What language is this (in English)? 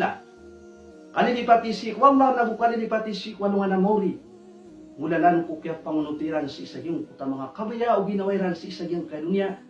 Maranao